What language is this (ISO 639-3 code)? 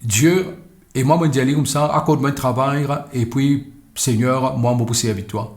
mfe